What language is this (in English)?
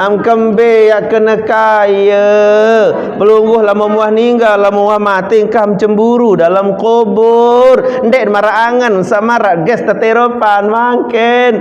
Sasak